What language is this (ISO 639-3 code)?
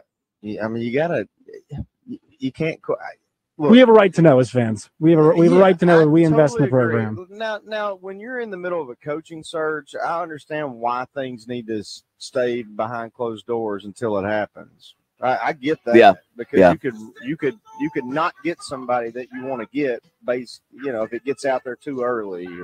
eng